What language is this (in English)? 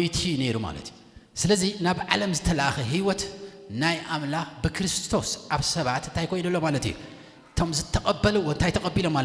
Tigrinya